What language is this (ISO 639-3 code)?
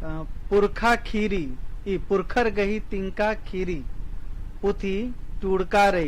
kru